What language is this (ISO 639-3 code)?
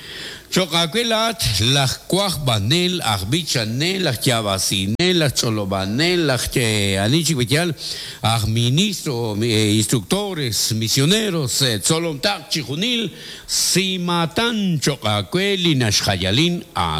kek